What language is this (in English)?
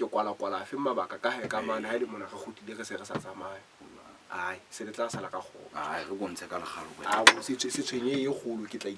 Southern Sotho